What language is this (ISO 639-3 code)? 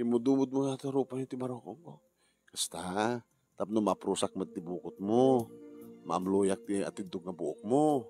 ilo